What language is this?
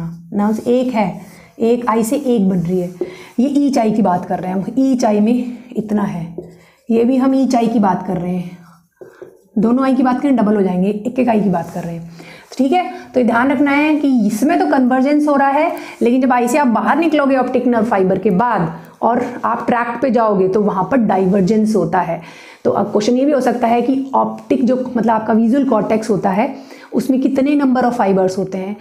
Hindi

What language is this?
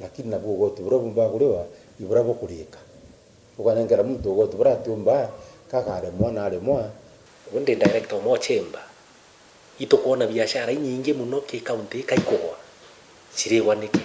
Meru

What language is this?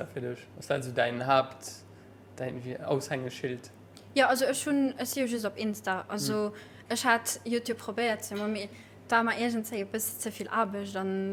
Luxembourgish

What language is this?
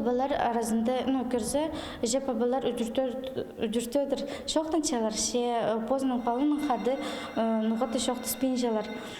Khakas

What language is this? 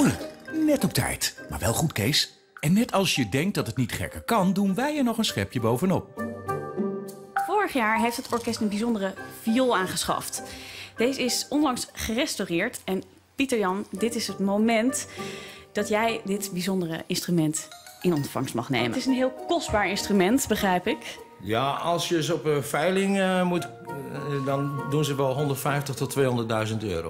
Dutch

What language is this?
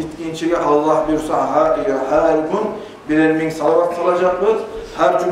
Kumyk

